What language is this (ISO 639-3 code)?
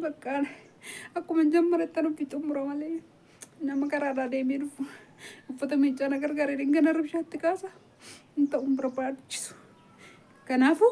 orm